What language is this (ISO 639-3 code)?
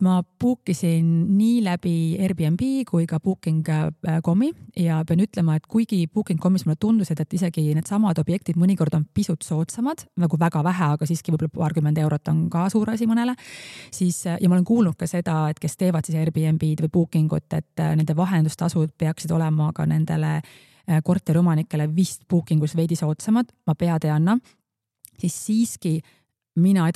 est